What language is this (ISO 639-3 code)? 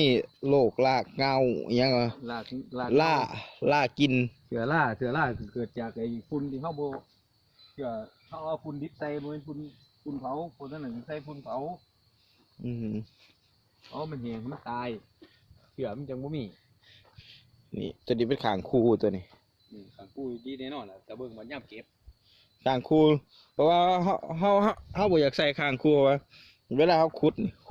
lao